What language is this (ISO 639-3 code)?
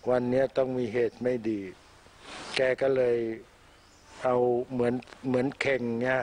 tha